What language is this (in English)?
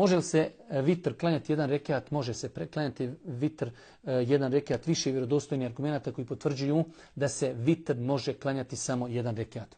Bosnian